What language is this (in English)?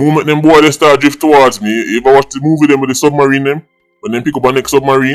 Jamaican Creole English